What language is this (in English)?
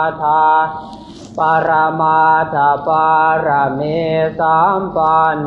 Pali